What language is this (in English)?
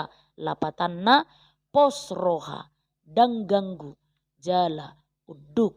Batak Toba